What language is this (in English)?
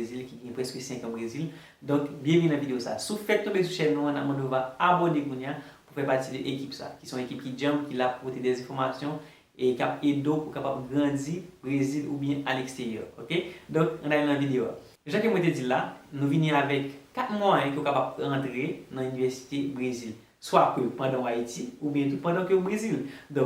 Haitian Creole